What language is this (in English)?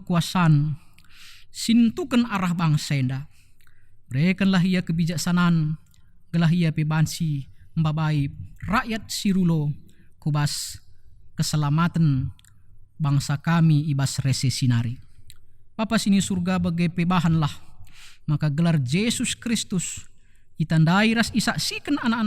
Batak Karo